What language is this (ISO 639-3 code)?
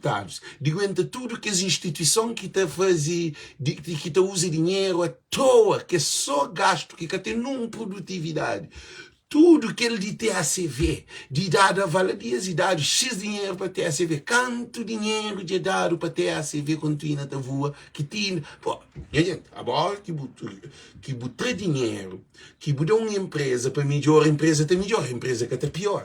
kea